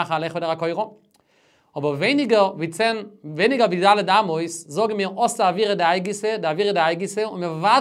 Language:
Yiddish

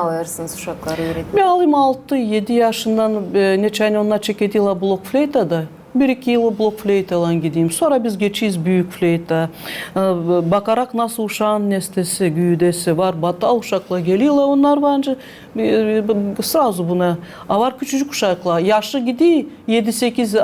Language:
Gagauz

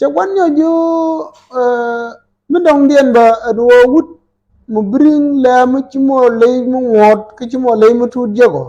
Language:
Nuer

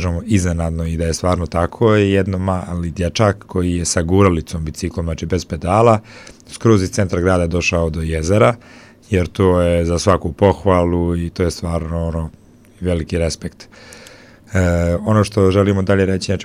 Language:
Bosnian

